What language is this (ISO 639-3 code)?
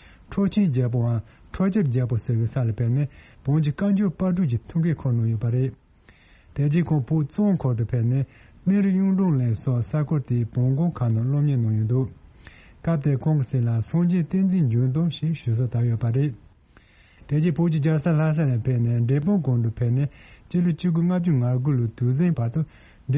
bod